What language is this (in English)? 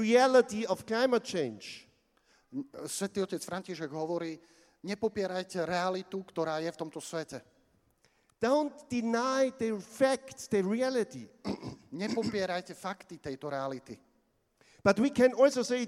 Slovak